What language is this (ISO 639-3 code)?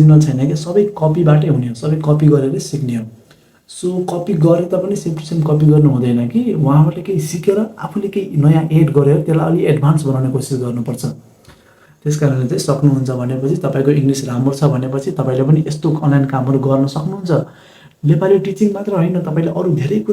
nep